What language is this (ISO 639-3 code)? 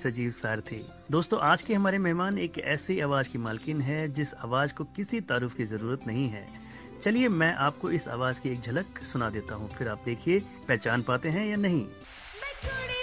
hin